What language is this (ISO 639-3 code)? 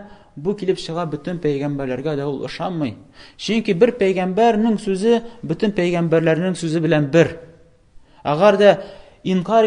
tat